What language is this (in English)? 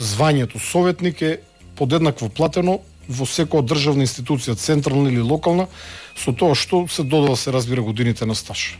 Macedonian